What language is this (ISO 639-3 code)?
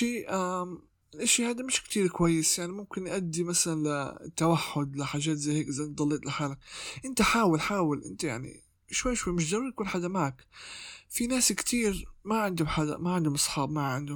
apc